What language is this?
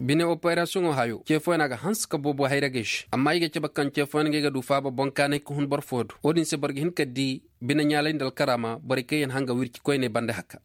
Koyraboro Senni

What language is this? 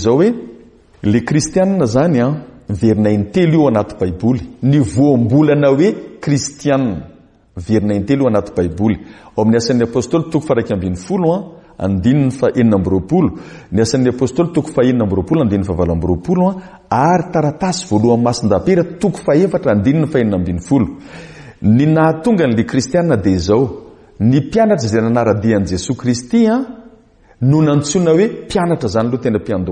Malagasy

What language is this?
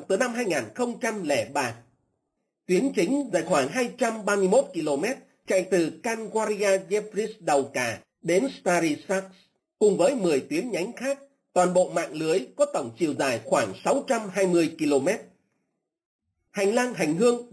Vietnamese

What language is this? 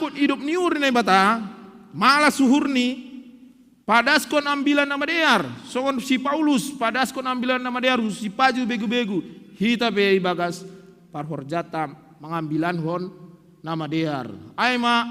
Batak Simalungun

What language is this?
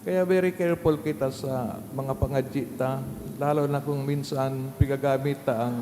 Bikol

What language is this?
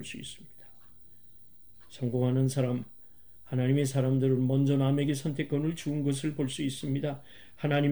Korean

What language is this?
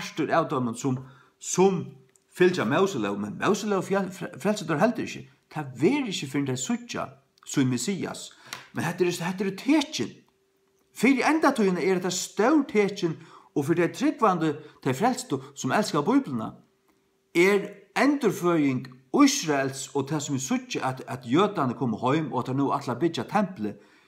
Faroese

